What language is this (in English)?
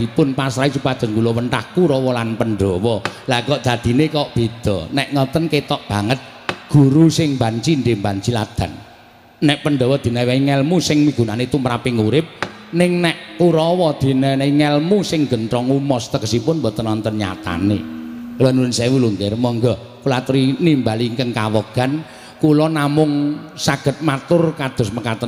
Javanese